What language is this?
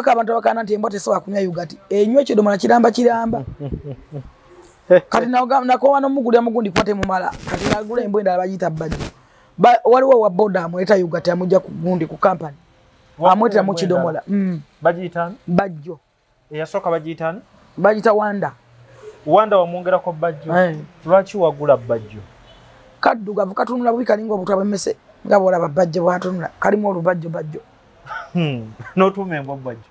Ganda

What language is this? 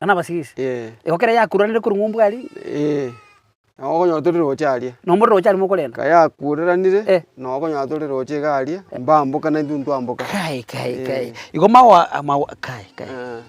Gusii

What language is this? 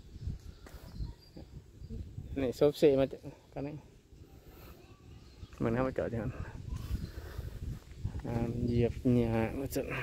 Lao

